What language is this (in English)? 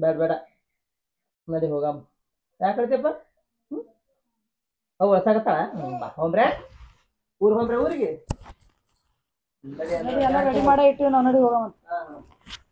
Kannada